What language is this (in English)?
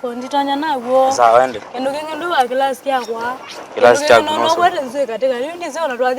Kamba